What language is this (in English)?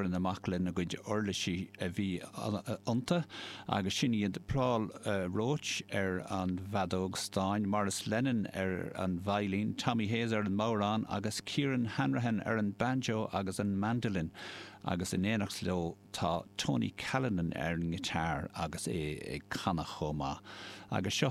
Irish